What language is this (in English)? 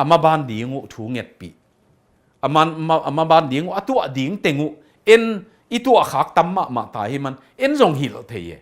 Tedim Chin